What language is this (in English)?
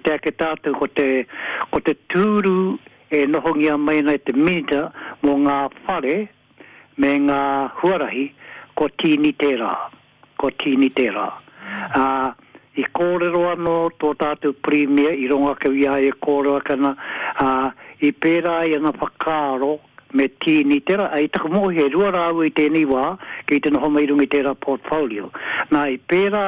Māori